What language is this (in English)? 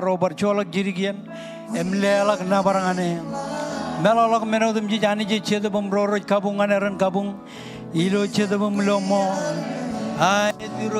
Marshallese